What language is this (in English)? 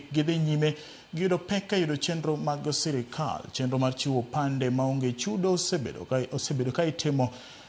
Luo (Kenya and Tanzania)